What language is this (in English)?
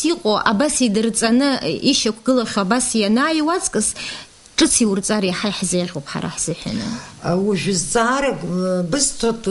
Abkhazian